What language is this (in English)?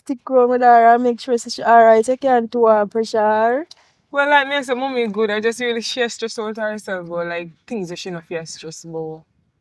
Jamaican Creole English